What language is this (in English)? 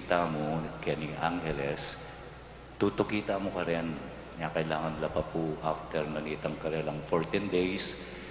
Pampanga